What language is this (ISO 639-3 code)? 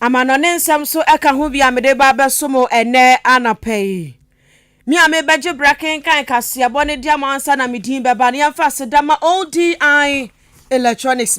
aka